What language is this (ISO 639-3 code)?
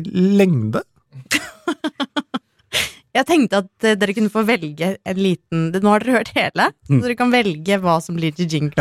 nor